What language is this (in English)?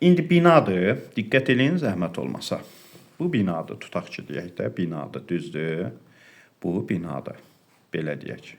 Azerbaijani